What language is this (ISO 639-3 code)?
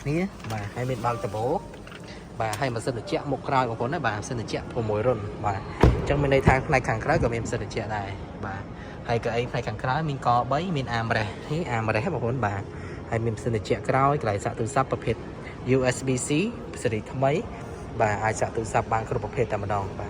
khm